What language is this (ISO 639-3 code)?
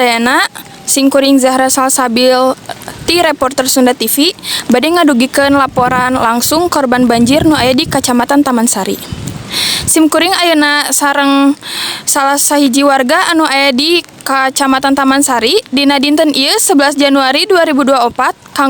sun